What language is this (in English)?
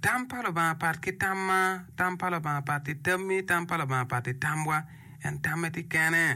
Acoli